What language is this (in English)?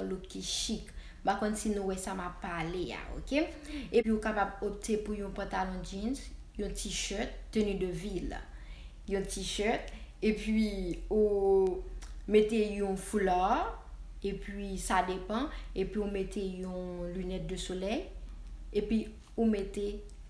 Haitian Creole